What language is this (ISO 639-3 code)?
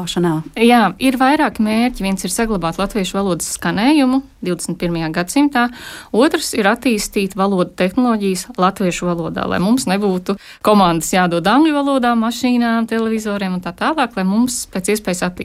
lav